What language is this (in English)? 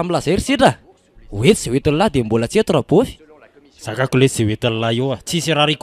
Malagasy